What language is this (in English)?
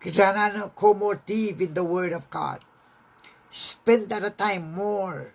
Pohnpeian